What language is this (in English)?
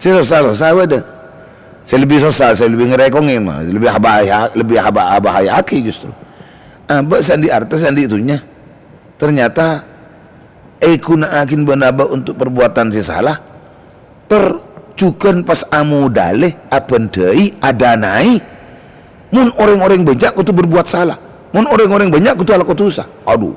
Madurese